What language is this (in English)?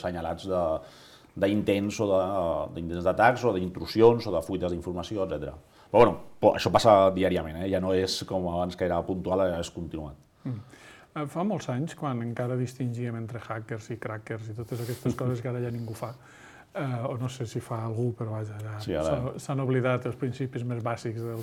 Catalan